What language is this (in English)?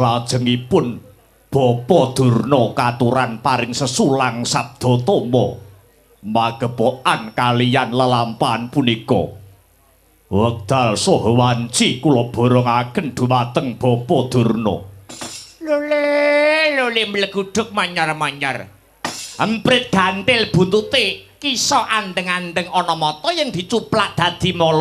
Javanese